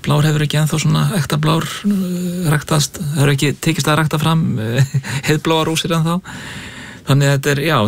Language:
Icelandic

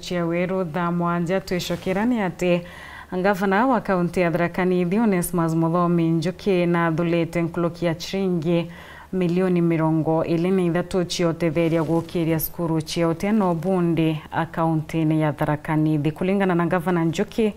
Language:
Meru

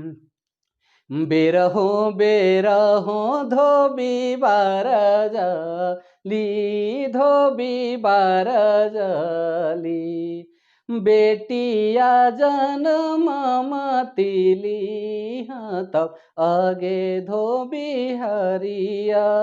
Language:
Sadri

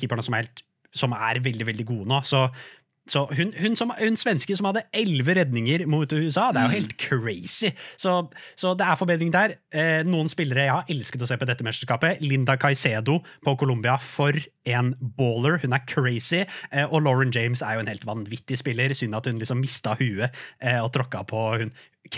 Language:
Norwegian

